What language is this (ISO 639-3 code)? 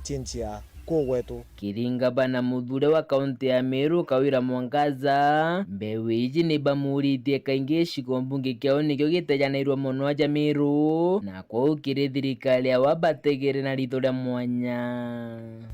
mer